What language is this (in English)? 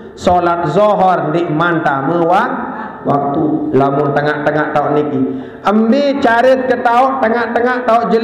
Sasak